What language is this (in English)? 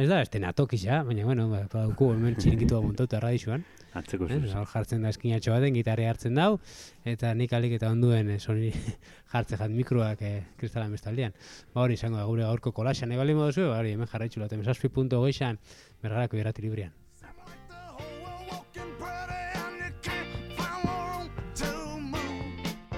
Basque